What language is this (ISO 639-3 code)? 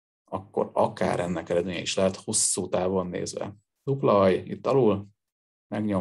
hun